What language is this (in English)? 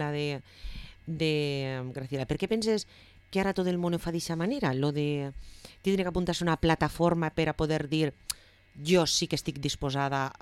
Catalan